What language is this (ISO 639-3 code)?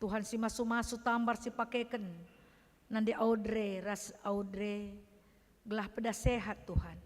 btx